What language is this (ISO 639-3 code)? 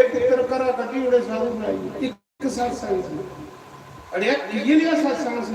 doi